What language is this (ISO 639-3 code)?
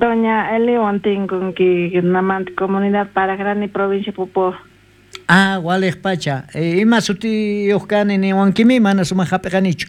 quh